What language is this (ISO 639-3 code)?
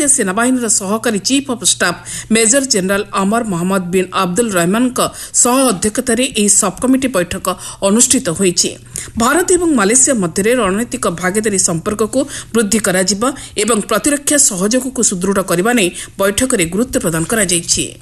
ori